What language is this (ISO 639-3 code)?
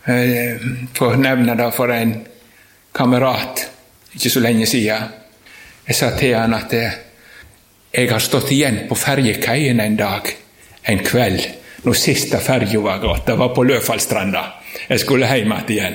nor